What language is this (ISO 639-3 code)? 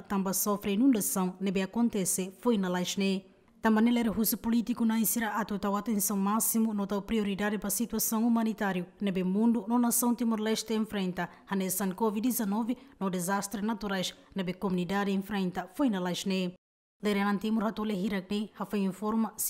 tet